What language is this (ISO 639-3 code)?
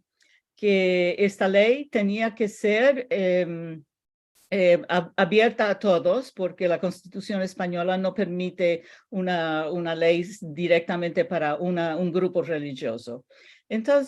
lad